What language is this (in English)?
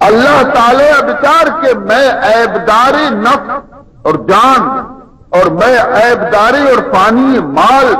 Baluchi